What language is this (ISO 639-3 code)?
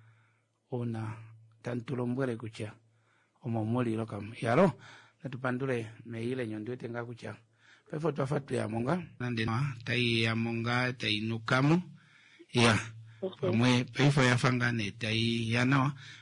kua